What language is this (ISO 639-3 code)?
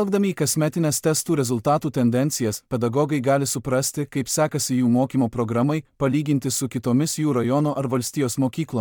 lit